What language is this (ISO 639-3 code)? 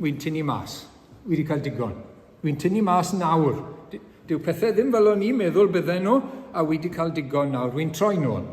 cym